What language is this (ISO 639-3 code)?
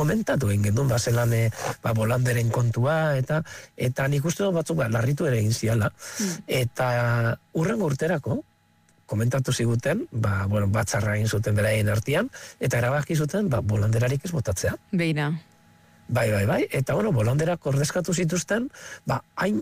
eus